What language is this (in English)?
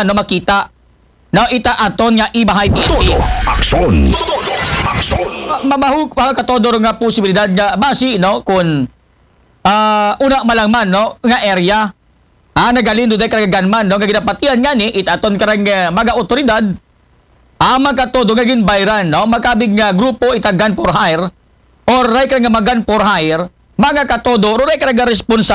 Aklanon